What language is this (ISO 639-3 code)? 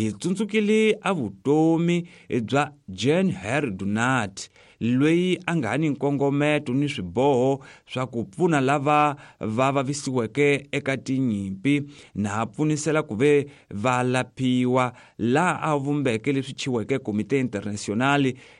tso